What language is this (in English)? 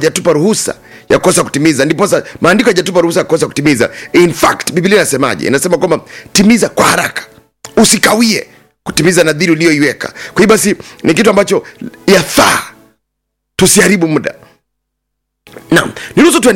Swahili